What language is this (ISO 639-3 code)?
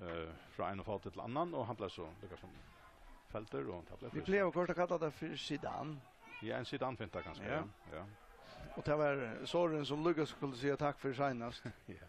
fao